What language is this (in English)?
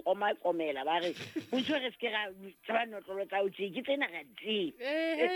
Southern Sotho